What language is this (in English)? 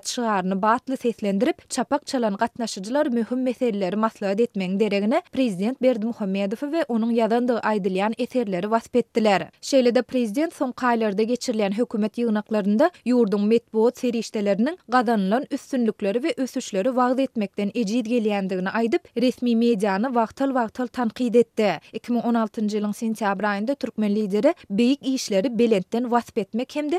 Turkmen